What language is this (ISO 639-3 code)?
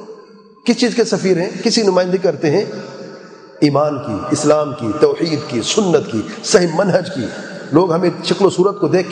urd